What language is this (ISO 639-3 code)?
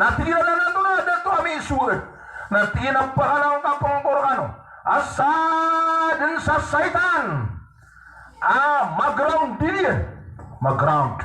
mrw